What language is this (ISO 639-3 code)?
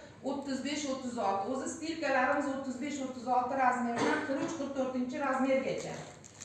uzb